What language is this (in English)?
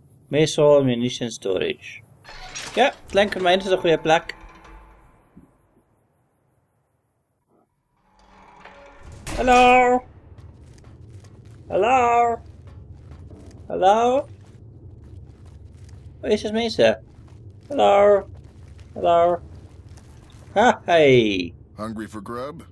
Afrikaans